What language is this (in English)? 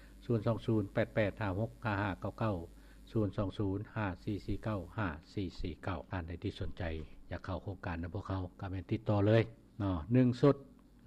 Lao